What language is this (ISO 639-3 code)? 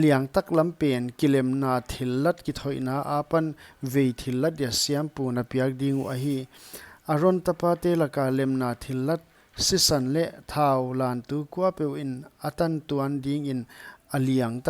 pck